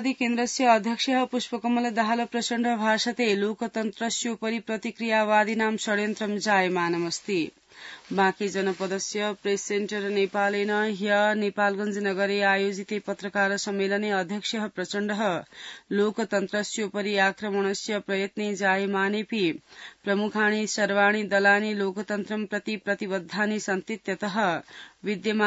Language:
Sanskrit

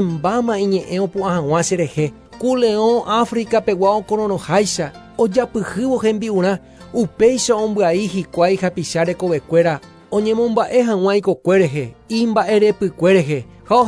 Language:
Guarani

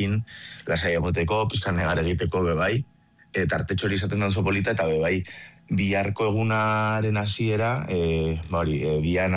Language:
Basque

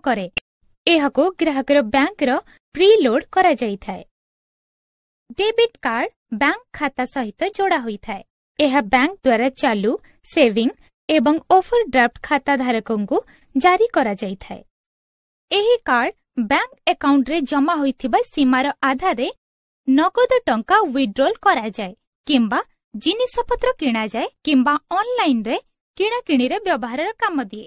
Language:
Odia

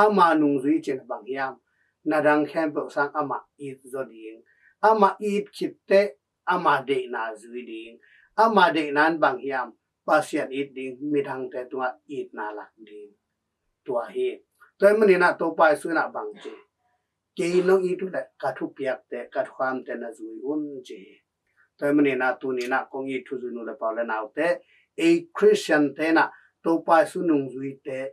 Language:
Tedim Chin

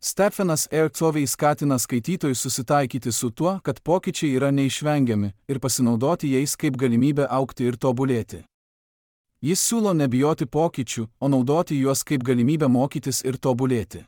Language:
Lithuanian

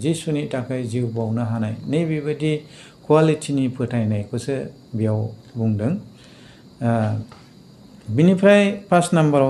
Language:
Bodo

